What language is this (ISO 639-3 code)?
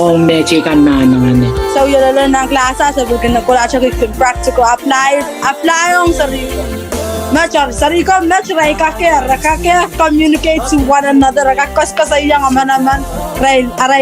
pon